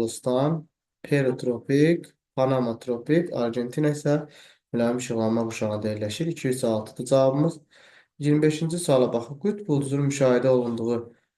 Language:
Azerbaijani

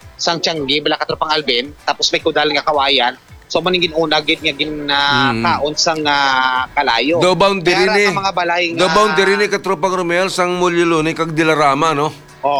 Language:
Hiligaynon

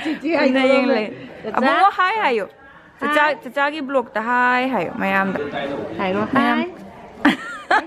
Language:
Manipuri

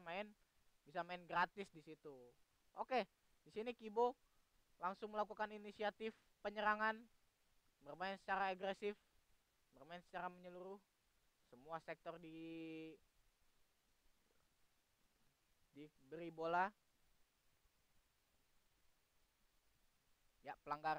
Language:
Indonesian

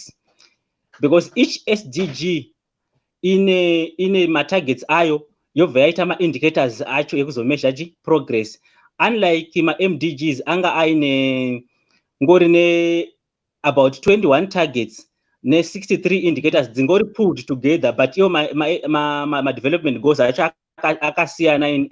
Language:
Shona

